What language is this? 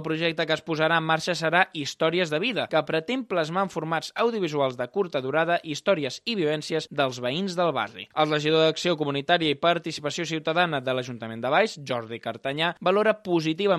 Catalan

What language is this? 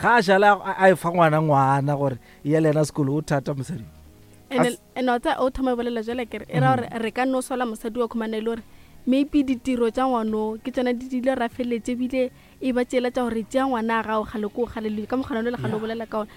Northern Sotho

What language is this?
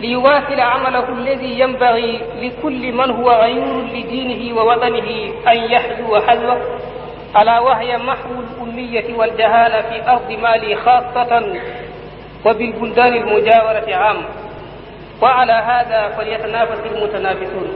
Fula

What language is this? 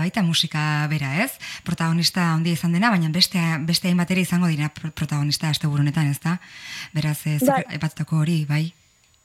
Basque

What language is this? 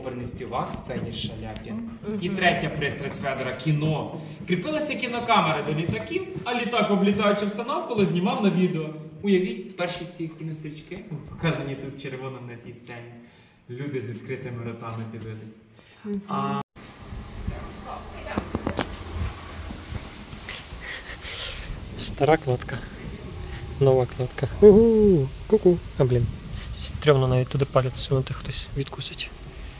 Ukrainian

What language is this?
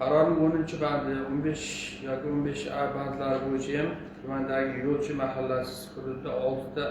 Uzbek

